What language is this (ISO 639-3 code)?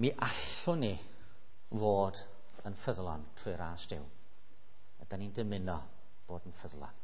cym